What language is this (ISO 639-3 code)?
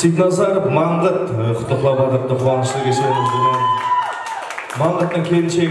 kaa